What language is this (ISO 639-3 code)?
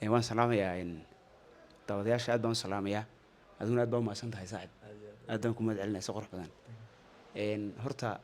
som